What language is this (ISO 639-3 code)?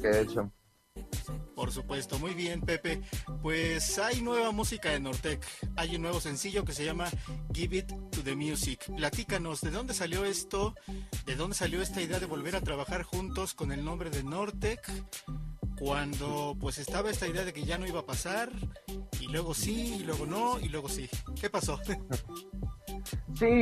spa